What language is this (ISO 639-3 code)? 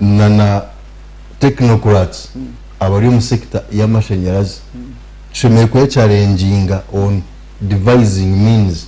nyn